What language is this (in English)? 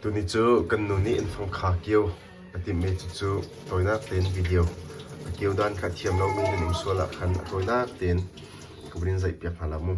Hakha Chin